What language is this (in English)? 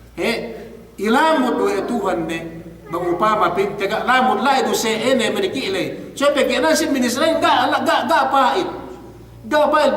Yakan